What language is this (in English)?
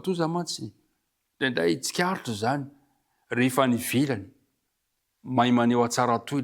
Malagasy